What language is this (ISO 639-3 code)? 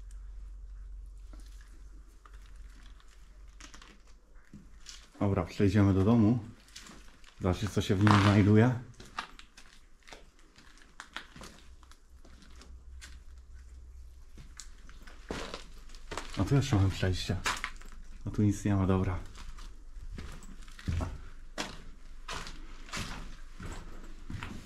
pol